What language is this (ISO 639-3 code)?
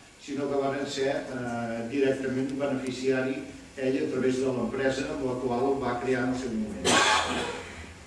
cat